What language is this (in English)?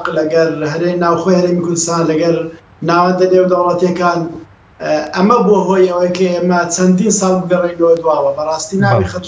Central Kurdish